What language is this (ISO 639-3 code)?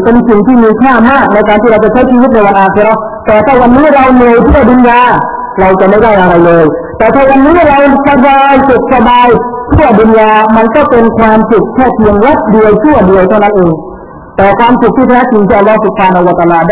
tha